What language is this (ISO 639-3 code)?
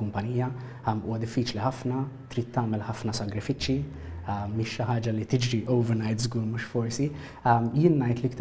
mlt